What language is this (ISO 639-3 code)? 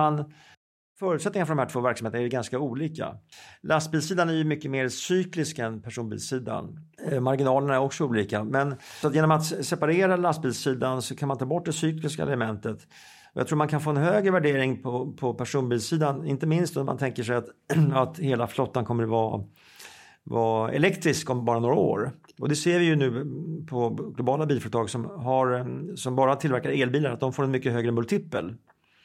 swe